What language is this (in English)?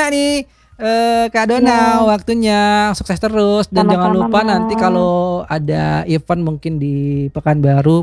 Indonesian